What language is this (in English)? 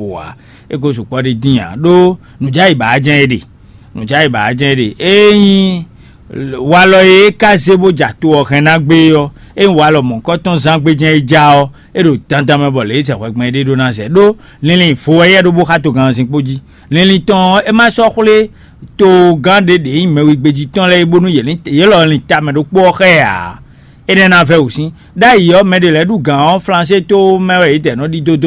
Fon